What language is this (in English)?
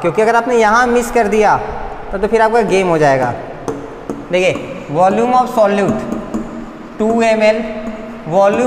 Hindi